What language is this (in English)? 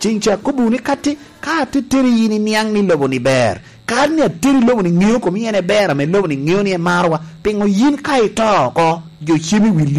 Lango (Uganda)